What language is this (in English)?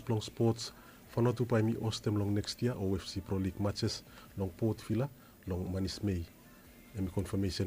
Bislama